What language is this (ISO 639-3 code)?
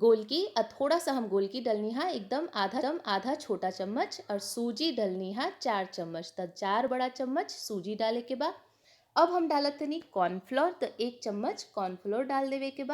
bho